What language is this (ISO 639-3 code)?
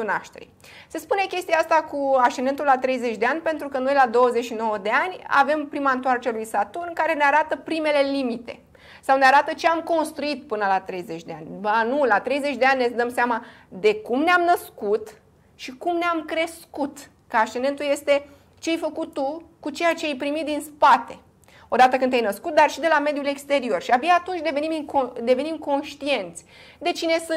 ron